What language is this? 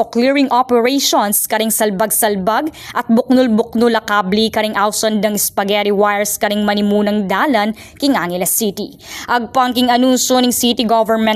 Pampanga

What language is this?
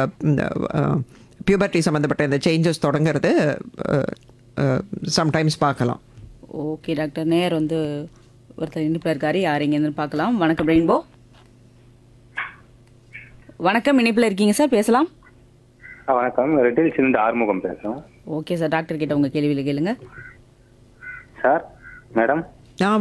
Tamil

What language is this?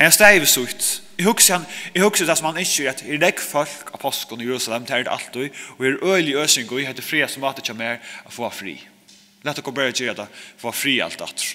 Faroese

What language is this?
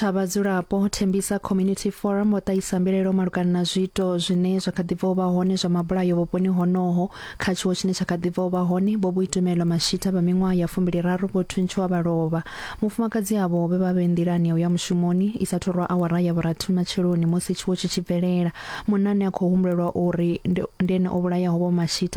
Venda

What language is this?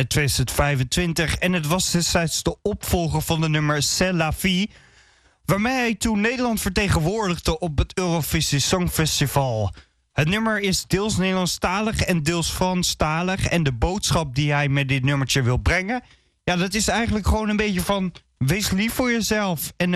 Dutch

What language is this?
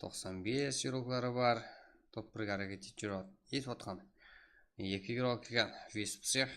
Kara-Kalpak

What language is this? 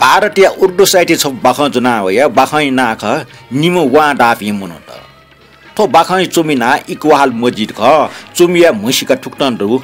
Newari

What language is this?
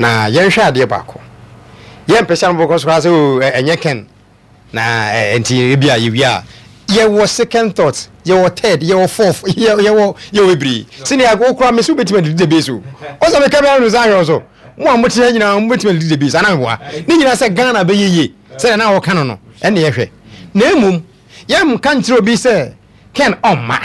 Akan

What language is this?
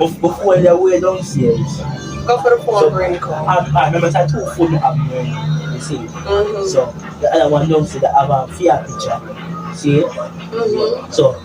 Jamaican Creole English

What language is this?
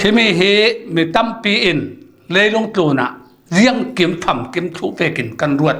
Falam Chin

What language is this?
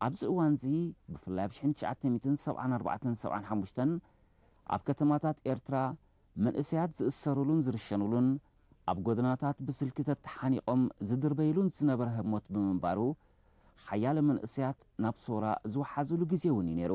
Tigrinya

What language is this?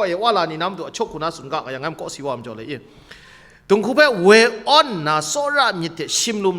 Kachin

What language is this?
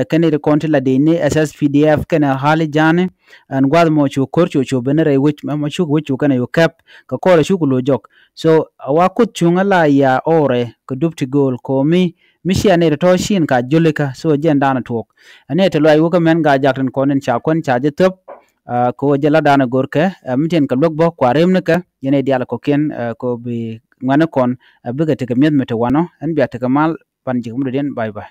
Nuer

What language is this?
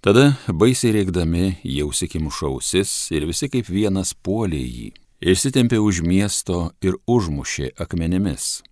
Lithuanian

